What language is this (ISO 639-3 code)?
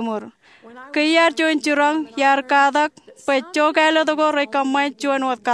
mah